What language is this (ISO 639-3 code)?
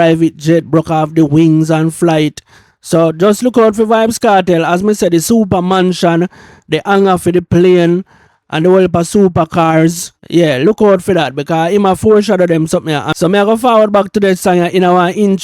jam